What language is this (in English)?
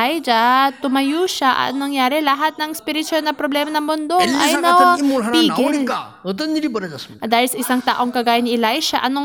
Filipino